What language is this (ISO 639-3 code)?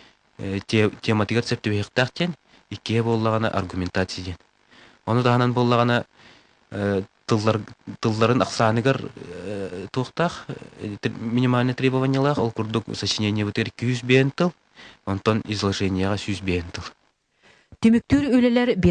sah